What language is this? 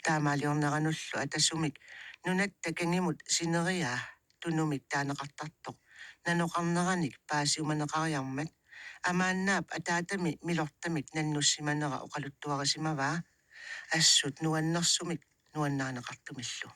Kalaallisut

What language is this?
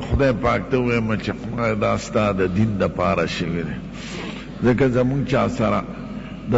Pashto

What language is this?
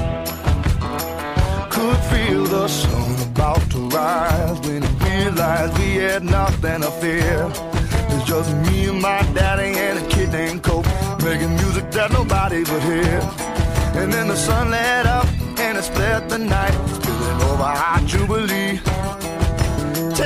English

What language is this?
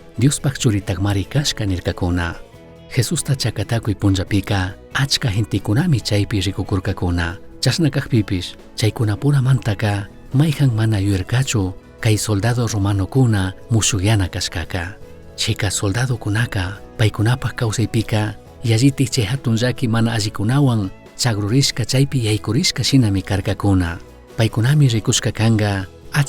Chimborazo Highland Quichua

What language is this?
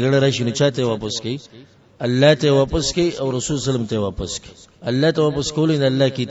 Pashto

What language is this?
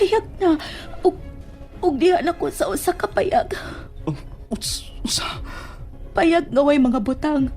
Cebuano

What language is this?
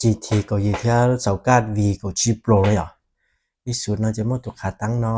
Hmong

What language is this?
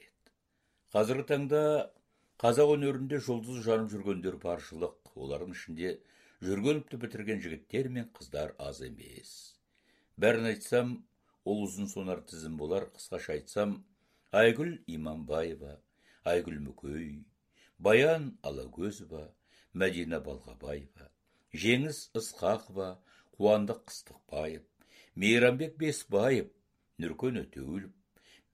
Kazakh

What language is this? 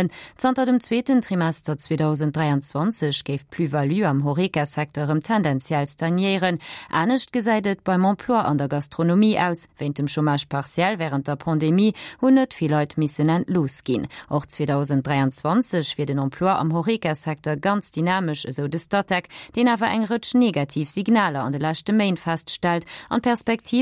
Luxembourgish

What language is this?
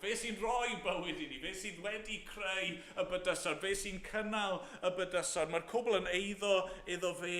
Welsh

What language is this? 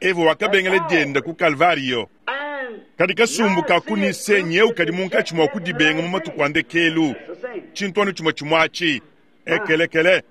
Luba-Lulua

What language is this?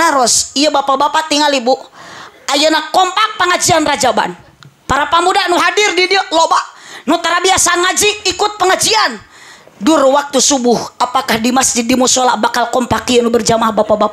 Sundanese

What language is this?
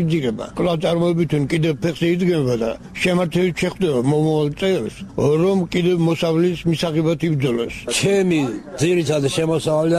Georgian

